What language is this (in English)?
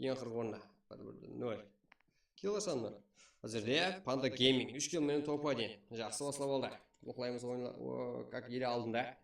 Kara-Kalpak